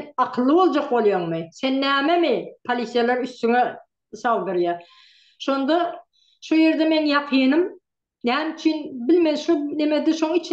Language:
Turkmen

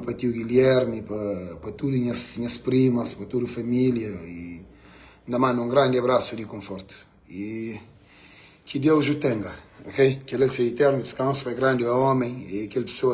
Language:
Kabuverdianu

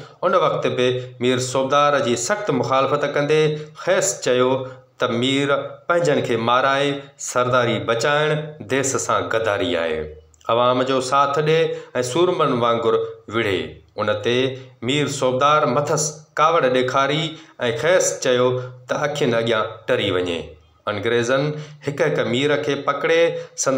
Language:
Sindhi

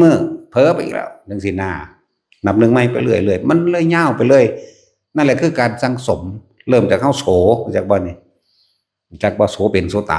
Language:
Northeastern Thai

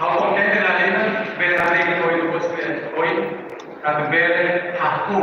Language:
Tetum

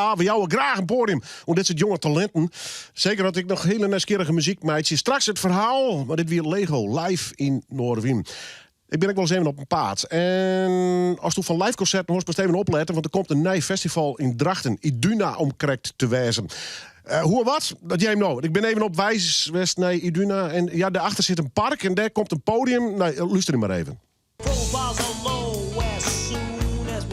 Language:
Western Frisian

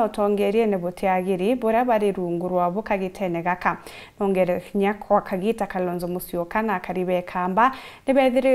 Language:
Meru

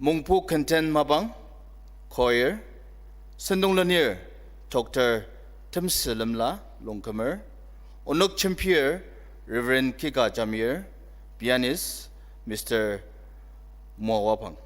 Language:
Ao Naga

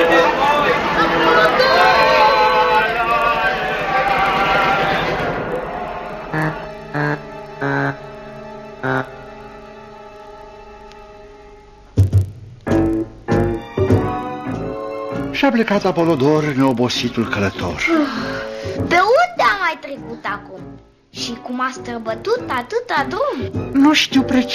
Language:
Romanian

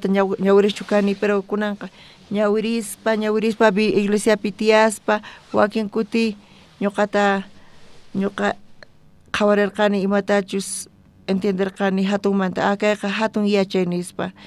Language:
South Bolivian Quechua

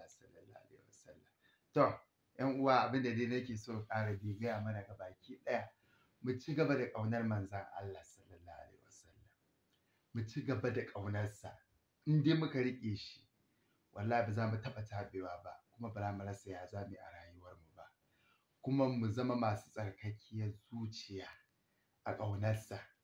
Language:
Hausa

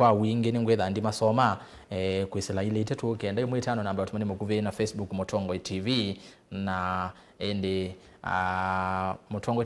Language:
Kamba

